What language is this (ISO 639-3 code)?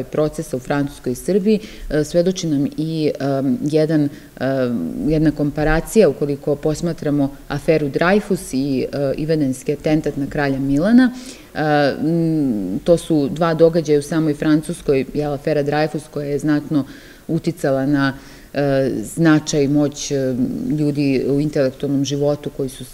srp